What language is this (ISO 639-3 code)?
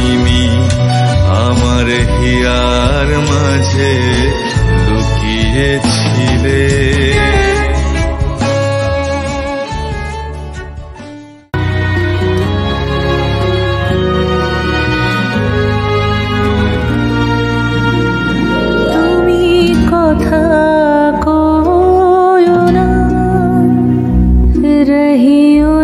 ben